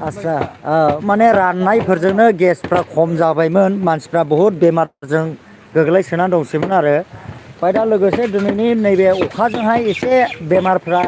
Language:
Bodo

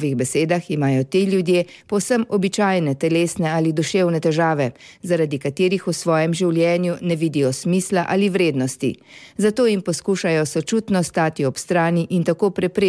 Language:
Slovenian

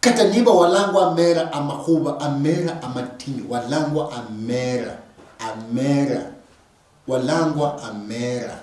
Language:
Luyia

